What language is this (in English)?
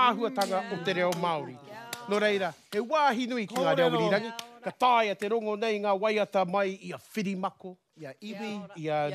Māori